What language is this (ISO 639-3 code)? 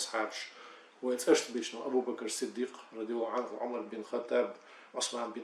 che